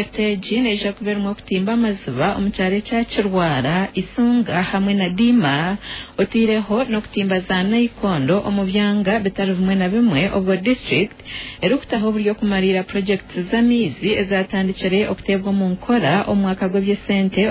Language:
Nyankole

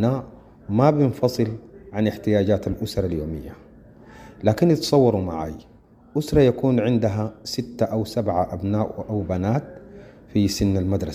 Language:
Sudanese Arabic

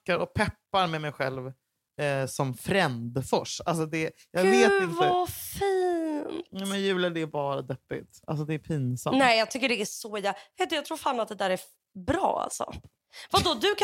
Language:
Swedish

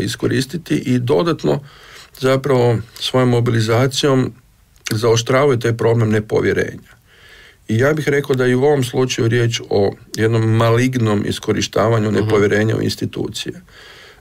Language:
Croatian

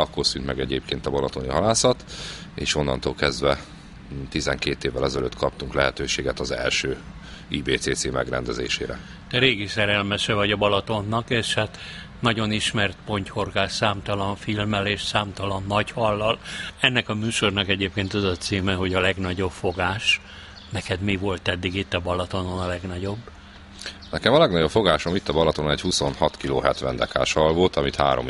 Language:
Hungarian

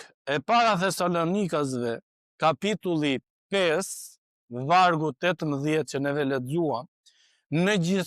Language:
Albanian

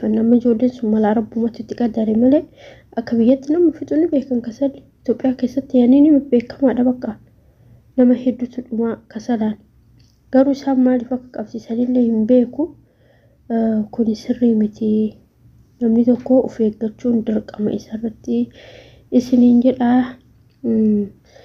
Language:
Oromo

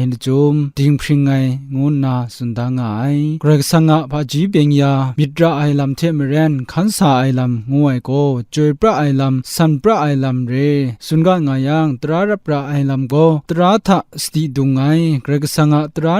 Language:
Kachin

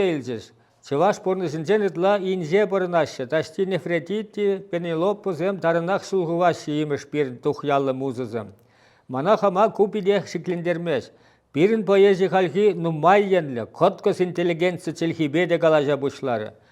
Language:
Chuvash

